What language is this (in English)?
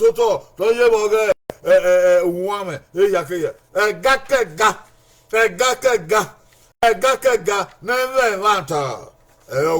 Bini